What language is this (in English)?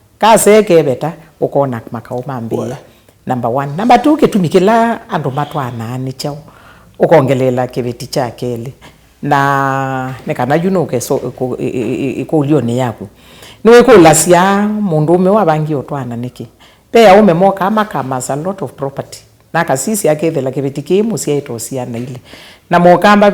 Kamba